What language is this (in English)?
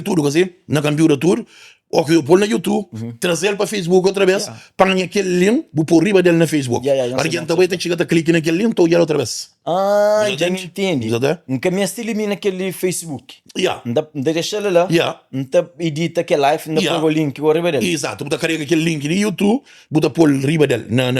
Kabuverdianu